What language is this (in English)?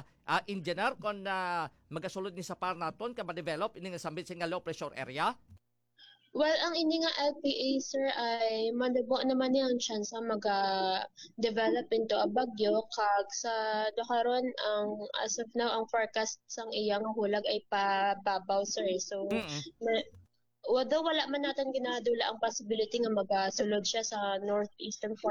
Hiligaynon